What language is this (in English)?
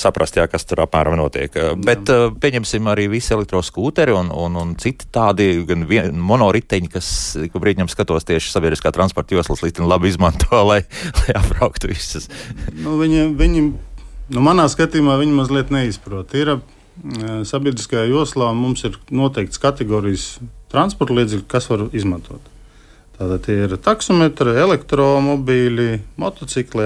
Latvian